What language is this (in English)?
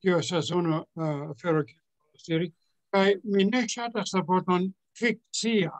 Esperanto